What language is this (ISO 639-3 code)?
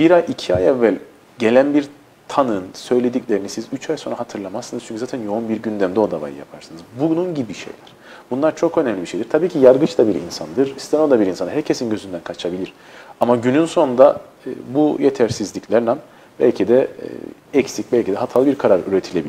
tur